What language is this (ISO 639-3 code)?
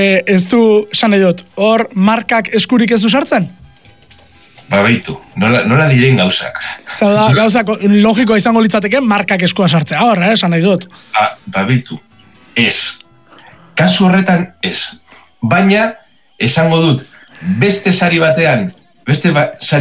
eus